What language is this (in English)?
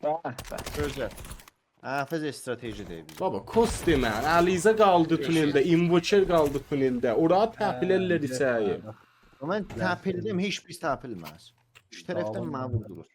South Azerbaijani